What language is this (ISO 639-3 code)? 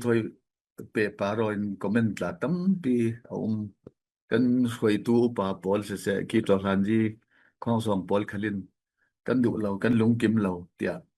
cfm